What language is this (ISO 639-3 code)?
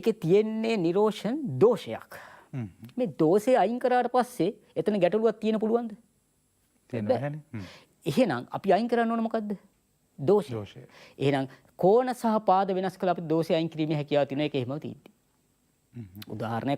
sin